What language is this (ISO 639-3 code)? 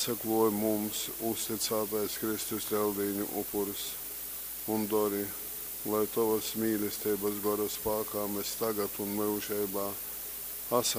ltg